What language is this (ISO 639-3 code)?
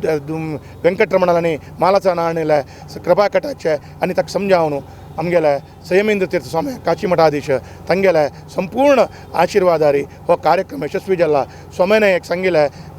kok